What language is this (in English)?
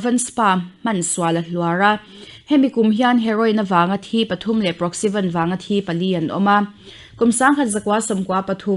Mizo